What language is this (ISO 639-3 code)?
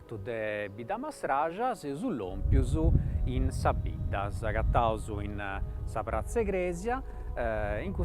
srd